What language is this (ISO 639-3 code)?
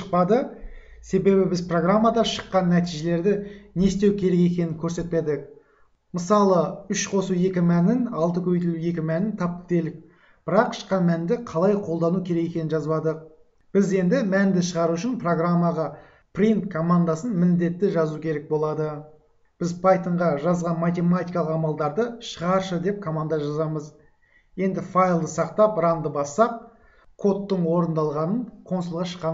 kaz